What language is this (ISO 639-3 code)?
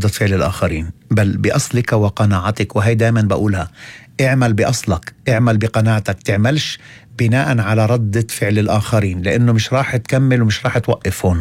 apc